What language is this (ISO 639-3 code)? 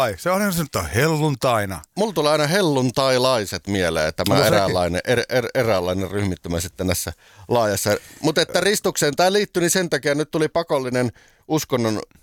fin